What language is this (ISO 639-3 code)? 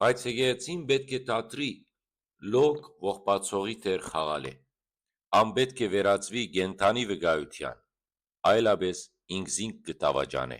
hyw